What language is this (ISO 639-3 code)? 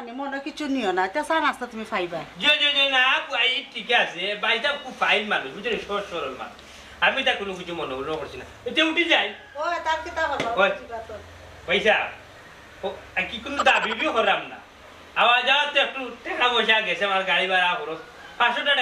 syl